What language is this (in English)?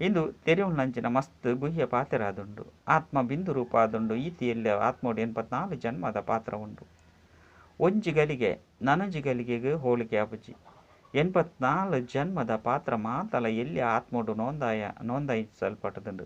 Tulu